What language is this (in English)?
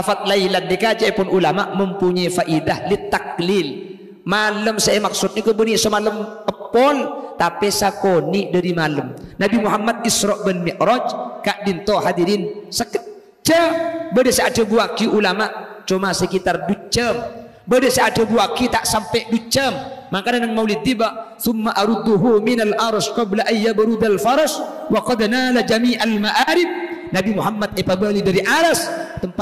Madurese